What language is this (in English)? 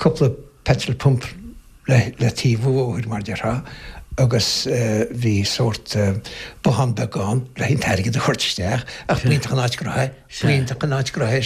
Irish